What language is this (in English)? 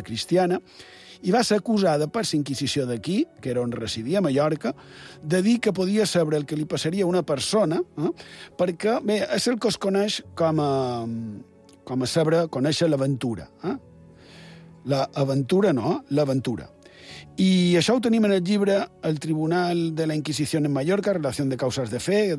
Catalan